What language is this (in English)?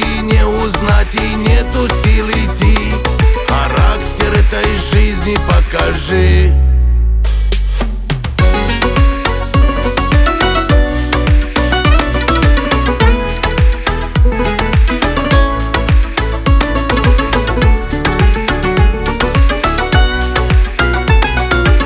Russian